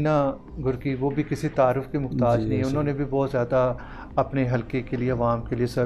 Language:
Urdu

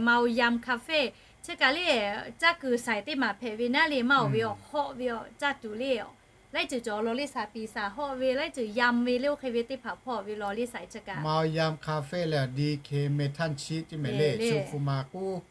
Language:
Lahu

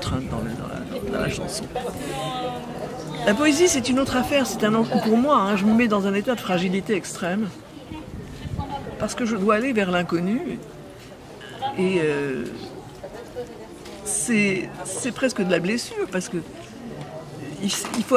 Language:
French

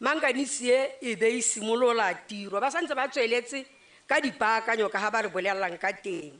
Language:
Tswana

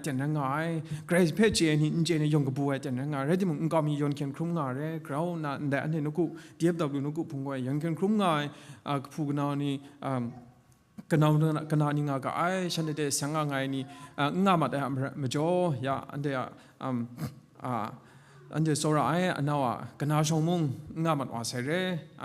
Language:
Kachin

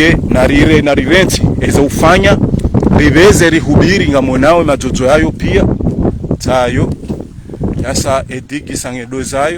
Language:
Ngazidja Comorian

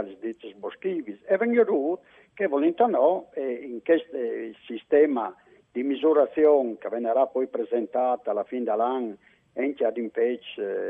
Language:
Friulian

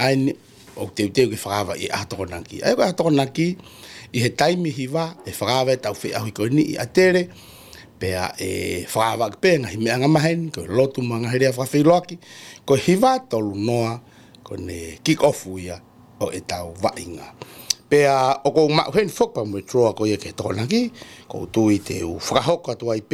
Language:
Tongan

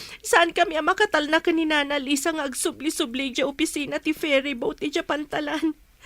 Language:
Iloko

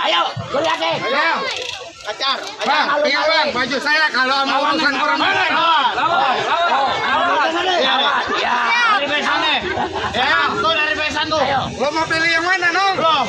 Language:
Betawi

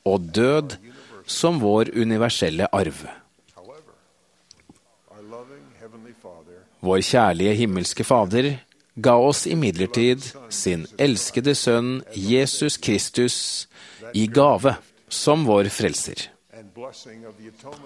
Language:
Norwegian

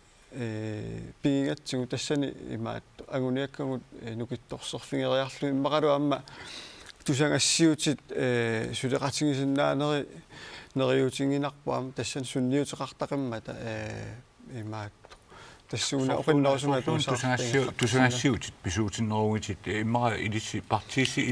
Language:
Kalaallisut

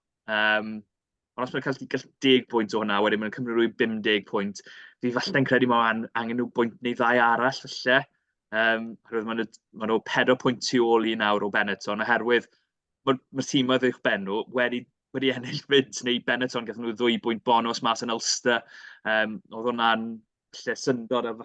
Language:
Welsh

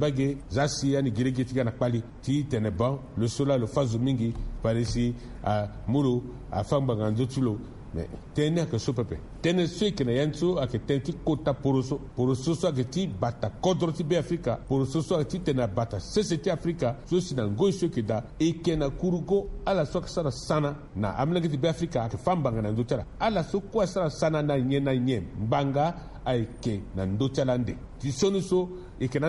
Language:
Sango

